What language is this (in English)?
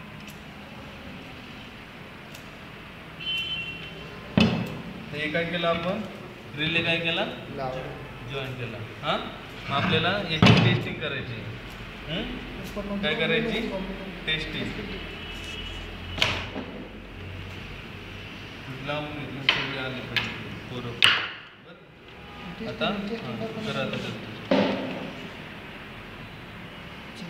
Marathi